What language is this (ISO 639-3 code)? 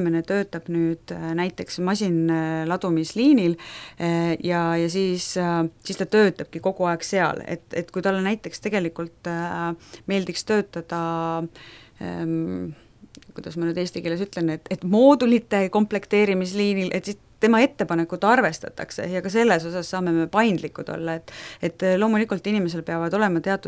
est